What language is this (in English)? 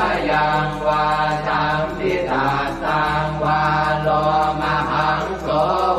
Pali